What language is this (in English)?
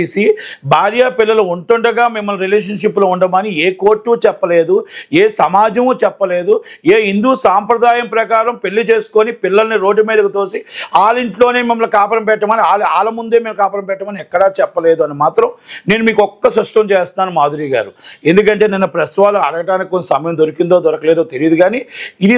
Telugu